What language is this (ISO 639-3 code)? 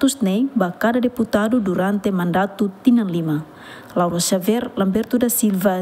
tet